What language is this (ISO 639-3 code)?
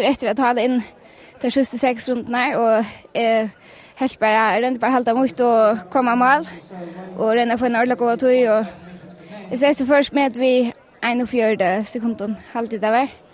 fao